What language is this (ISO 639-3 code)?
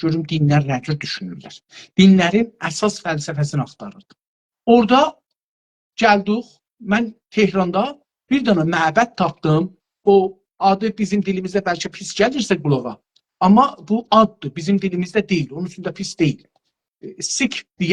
azb